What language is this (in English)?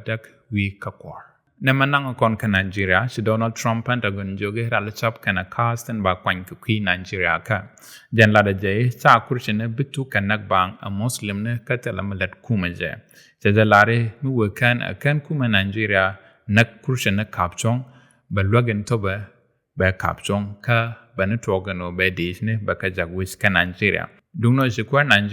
Nuer